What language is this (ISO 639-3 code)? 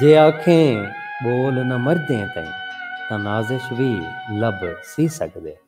skr